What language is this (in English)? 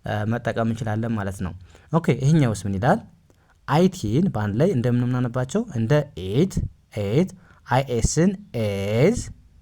Amharic